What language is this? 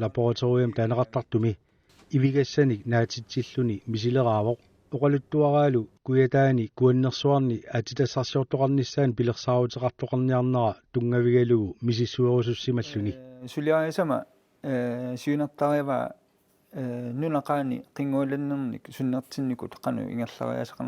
Kalaallisut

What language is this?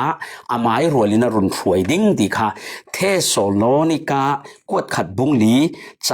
Falam Chin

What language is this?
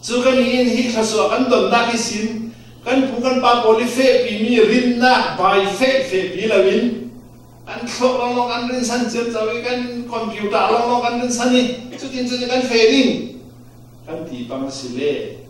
Falam Chin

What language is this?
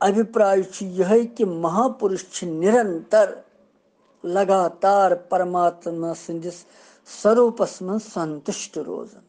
Kashmiri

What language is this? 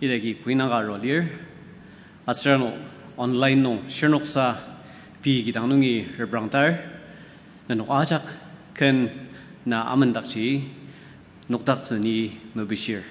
Ao Naga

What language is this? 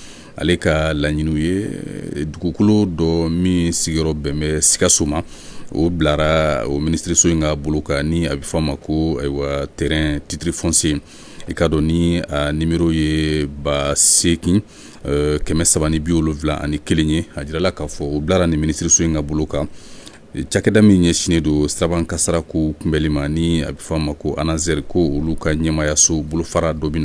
Bambara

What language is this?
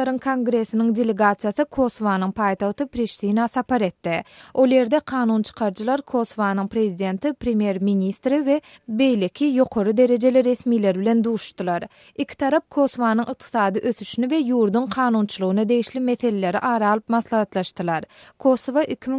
Turkmen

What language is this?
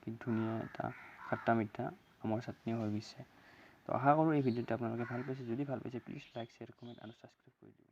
Assamese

